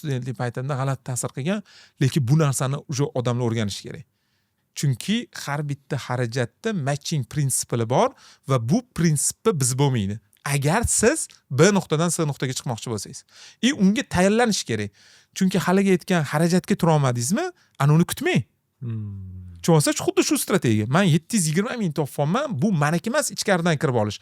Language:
Uzbek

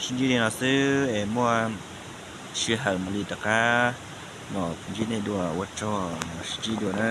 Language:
Hmong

